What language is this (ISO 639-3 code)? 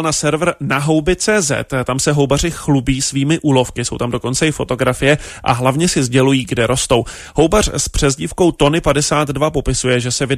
ces